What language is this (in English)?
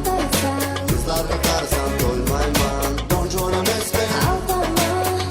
Kara-Kalpak